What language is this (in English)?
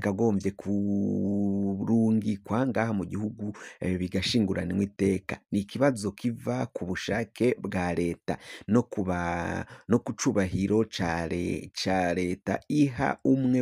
Rundi